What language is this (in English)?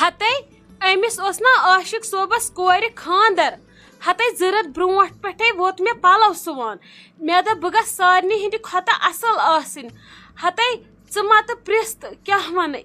Kashmiri